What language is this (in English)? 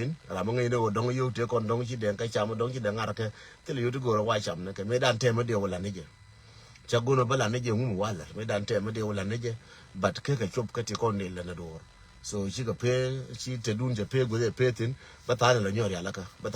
Nuer